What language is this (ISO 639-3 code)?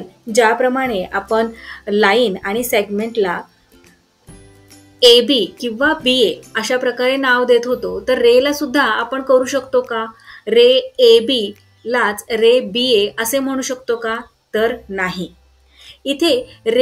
mar